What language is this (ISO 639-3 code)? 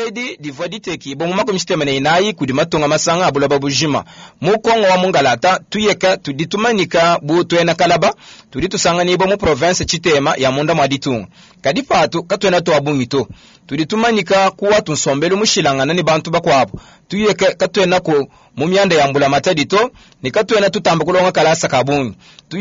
lua